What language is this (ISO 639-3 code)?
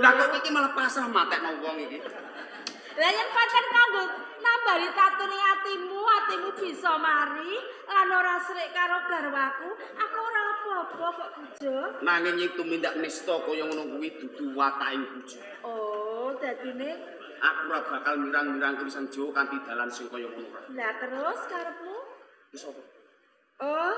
jav